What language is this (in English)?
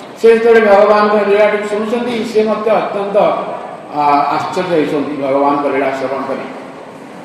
Odia